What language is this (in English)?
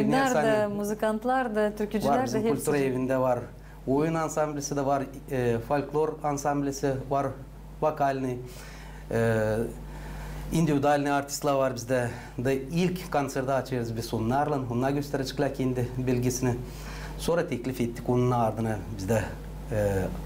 Gagauz